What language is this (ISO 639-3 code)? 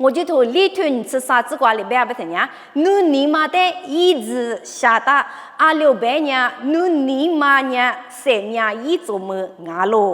lis